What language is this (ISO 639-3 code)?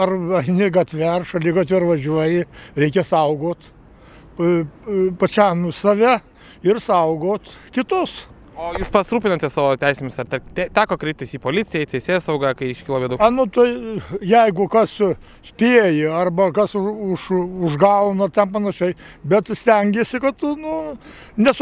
lit